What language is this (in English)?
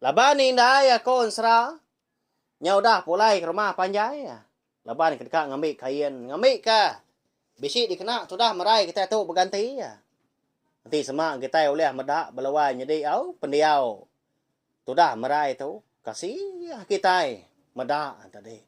Iban